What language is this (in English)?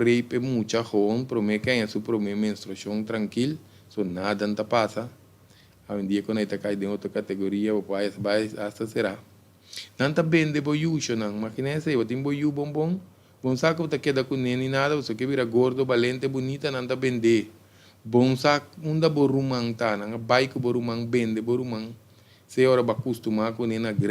Papiamento